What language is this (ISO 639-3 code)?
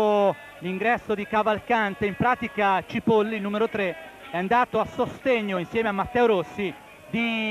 ita